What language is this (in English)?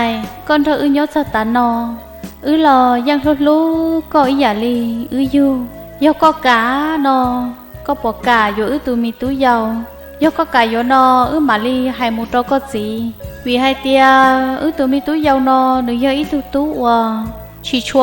Hmong